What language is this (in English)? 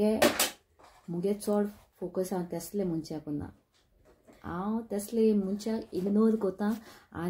Konkani